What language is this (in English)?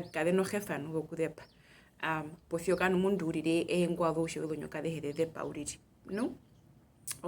Herero